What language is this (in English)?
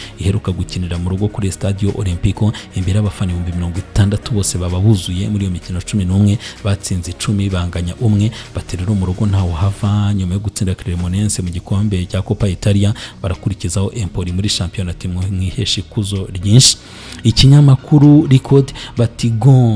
Kinyarwanda